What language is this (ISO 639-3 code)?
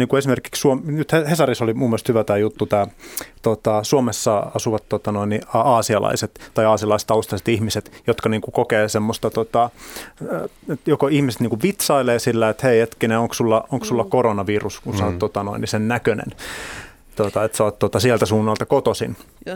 fin